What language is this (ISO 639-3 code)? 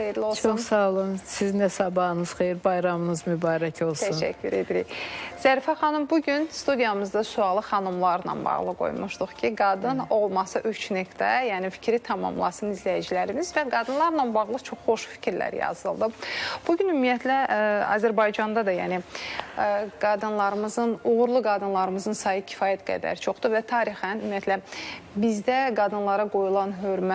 aze